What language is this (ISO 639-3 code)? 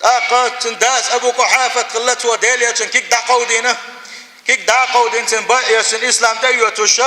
che